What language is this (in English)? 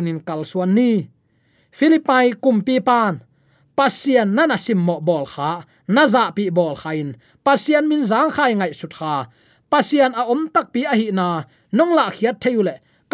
Tedim Chin